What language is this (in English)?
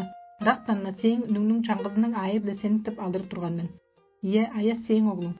Tuvinian